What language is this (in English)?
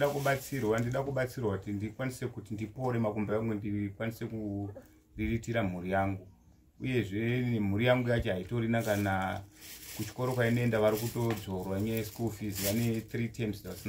Shona